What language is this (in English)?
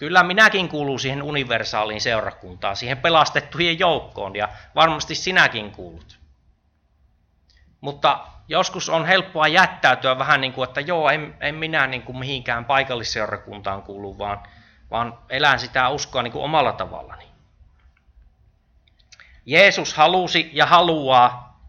Finnish